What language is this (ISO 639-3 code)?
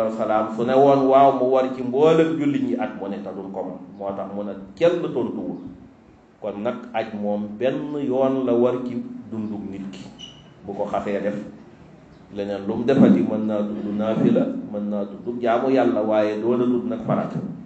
wol